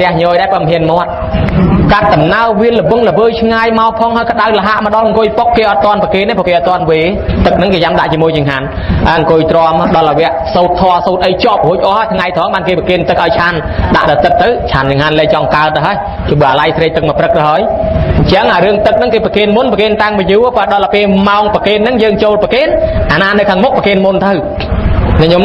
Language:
Khmer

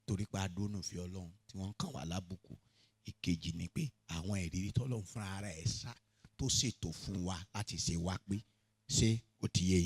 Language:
Yoruba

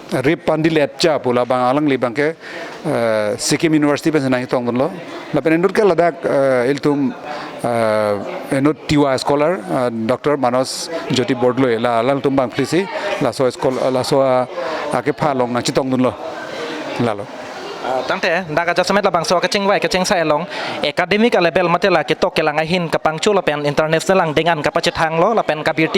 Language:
Karbi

